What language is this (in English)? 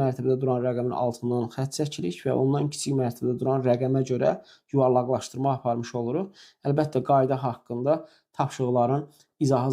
Azerbaijani